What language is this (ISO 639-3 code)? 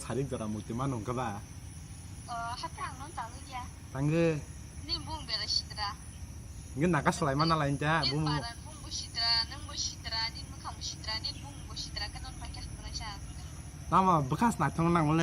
trp